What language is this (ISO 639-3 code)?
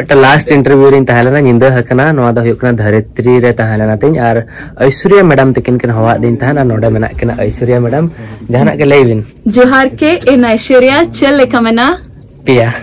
sat